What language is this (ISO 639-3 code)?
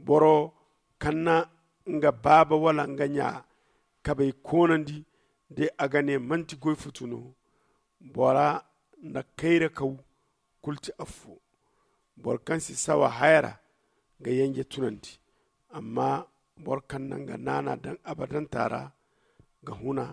dje